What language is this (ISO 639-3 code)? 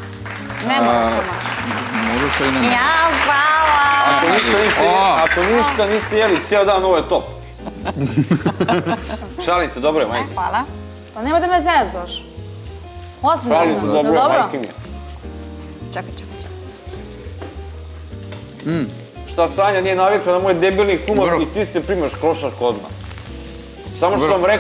bos